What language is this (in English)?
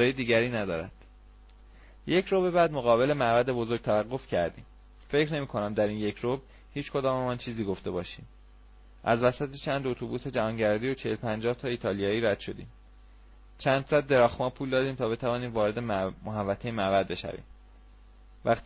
Persian